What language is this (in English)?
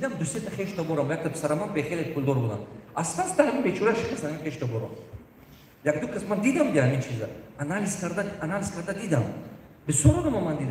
Tajik